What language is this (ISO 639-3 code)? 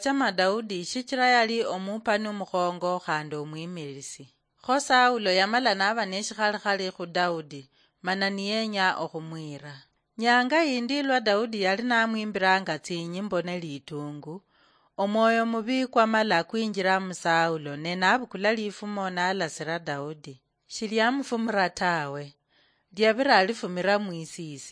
luy